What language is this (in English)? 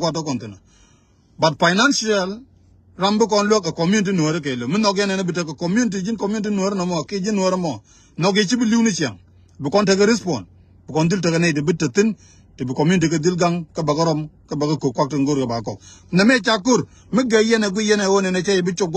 Nuer